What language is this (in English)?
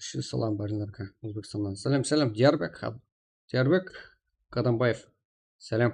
Kara-Kalpak